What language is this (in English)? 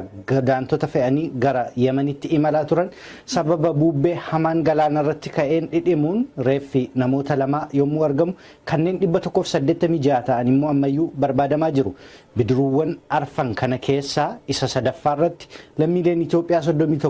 Oromo